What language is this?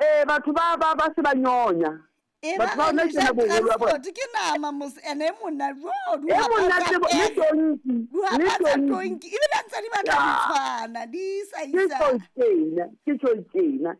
Southern Sotho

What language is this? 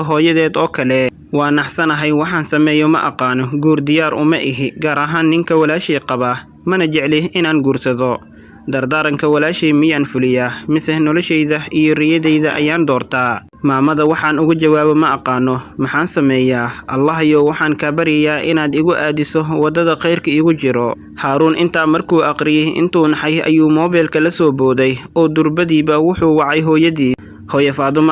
Somali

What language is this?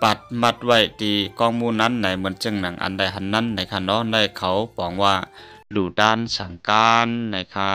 Shan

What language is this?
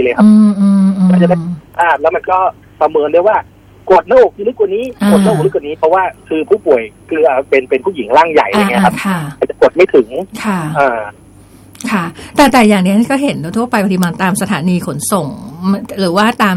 Thai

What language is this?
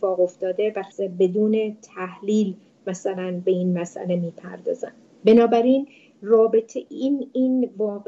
Persian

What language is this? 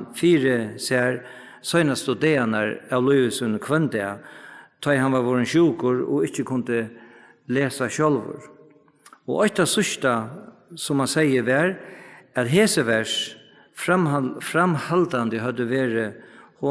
Faroese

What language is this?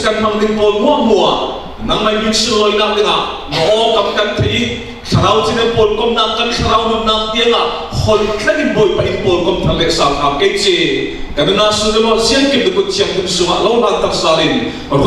Falam Chin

